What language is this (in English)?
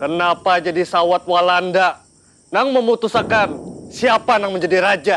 Banjar